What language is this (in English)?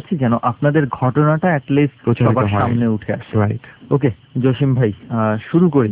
Bangla